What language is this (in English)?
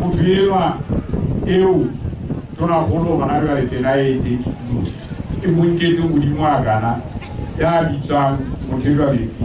Southern Sotho